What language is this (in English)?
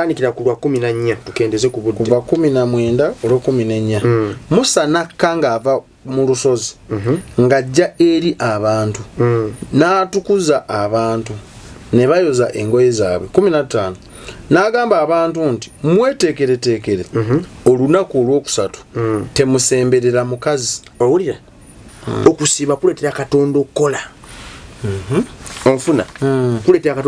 Ganda